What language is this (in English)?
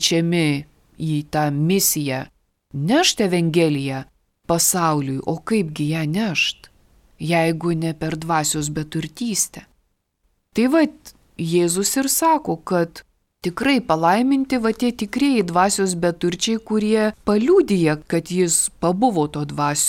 Lithuanian